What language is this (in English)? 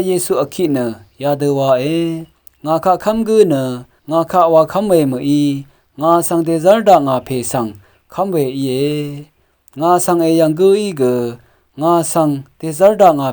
Rawang